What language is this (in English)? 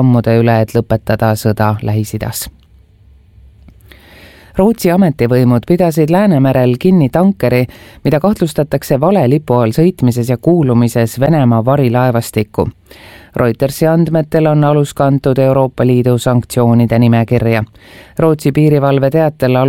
Estonian